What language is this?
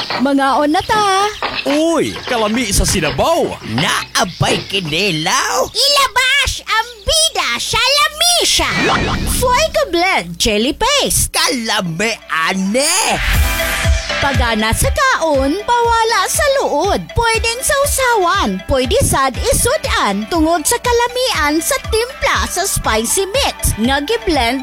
Cebuano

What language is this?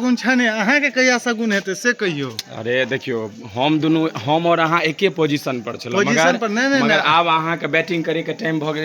Maithili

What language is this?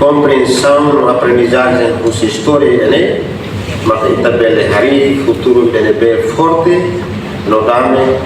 Tetum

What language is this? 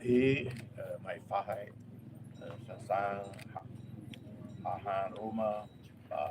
Tetum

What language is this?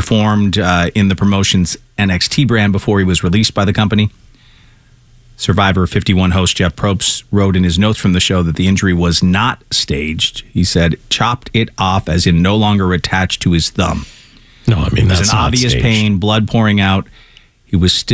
English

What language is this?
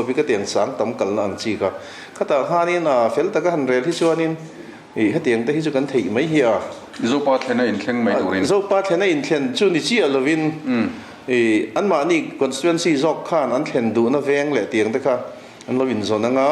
Mizo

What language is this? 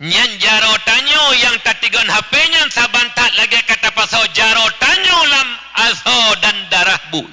Achinese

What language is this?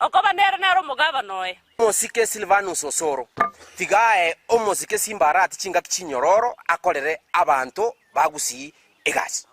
Gusii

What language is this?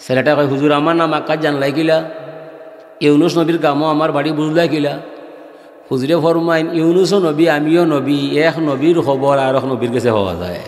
Sylheti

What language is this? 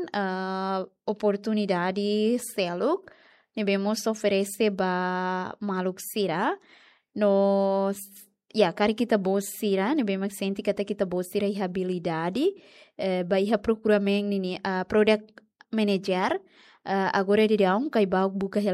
Tetum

